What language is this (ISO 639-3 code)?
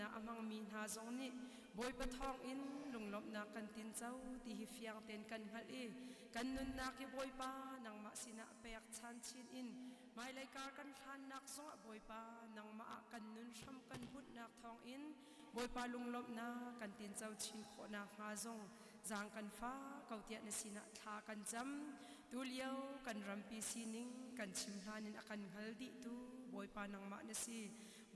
cnh